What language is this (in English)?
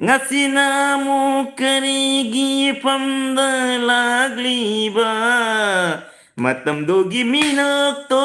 Manipuri